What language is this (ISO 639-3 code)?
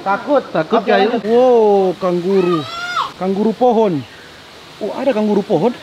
xmm